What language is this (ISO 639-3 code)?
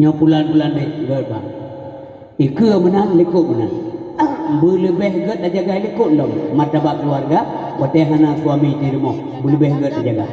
ace